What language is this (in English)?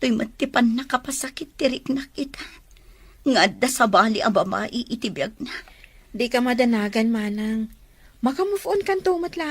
Iloko